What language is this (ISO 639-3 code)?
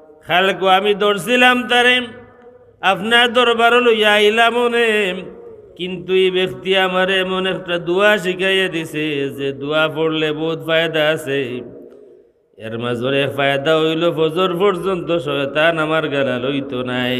syl